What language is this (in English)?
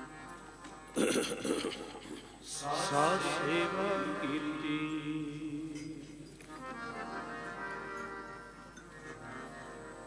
Punjabi